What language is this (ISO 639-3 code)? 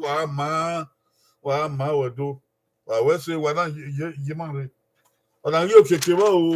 bin